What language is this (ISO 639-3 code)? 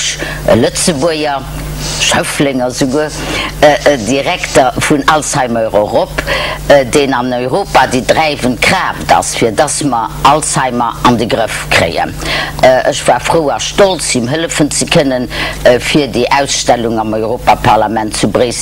ltz